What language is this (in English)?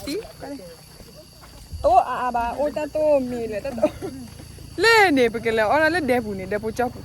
S'gaw Karen